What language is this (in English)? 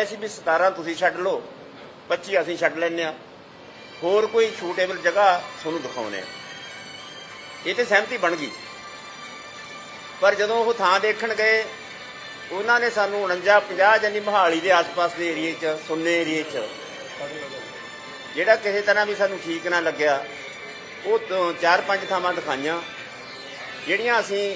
Punjabi